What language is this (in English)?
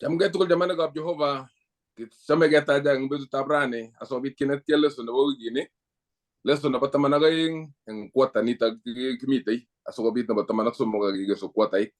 Kalenjin